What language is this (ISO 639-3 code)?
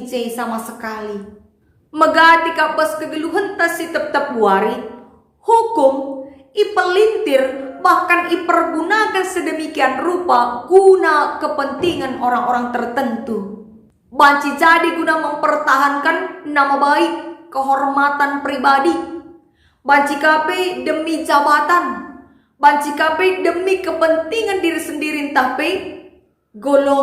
btx